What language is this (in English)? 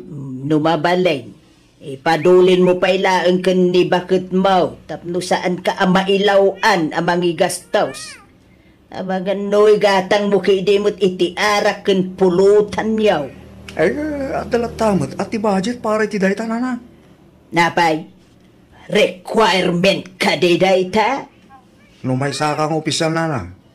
Iloko